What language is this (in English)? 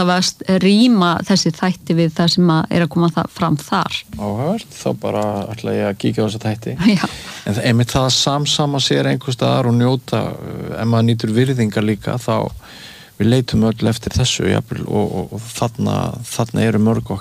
Icelandic